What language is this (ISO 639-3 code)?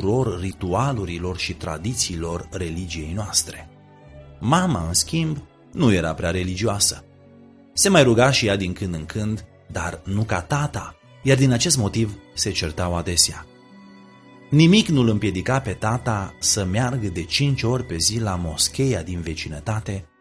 ron